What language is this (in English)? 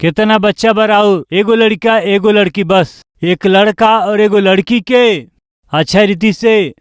Bhojpuri